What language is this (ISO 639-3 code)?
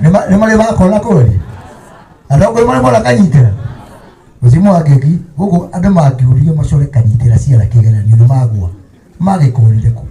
kik